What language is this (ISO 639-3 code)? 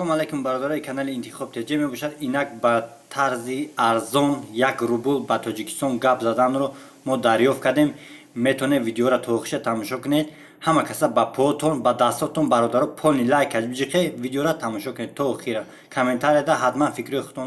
tgk